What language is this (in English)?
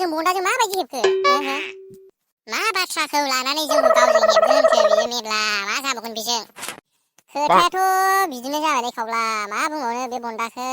Bodo